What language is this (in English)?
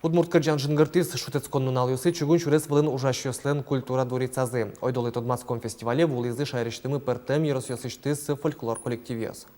Udmurt